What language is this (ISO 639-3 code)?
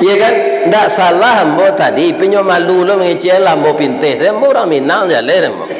min